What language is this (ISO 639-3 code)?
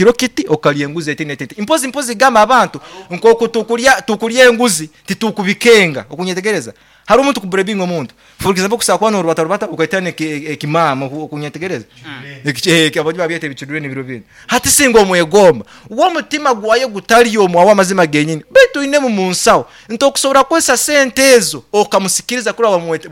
nyo